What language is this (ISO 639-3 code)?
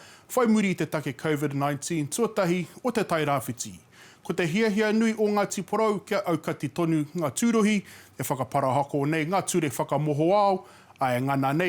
mri